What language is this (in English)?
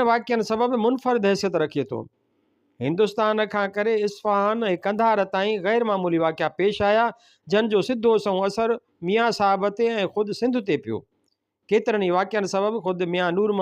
Sindhi